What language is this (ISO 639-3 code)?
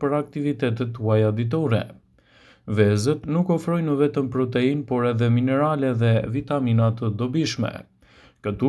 sqi